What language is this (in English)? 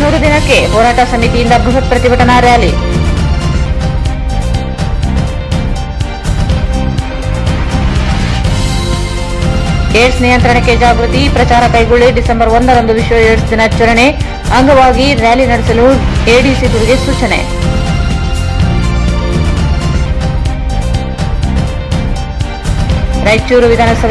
Kannada